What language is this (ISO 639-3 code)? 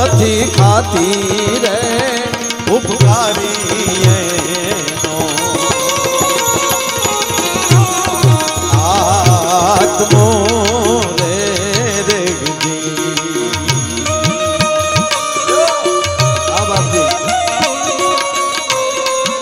guj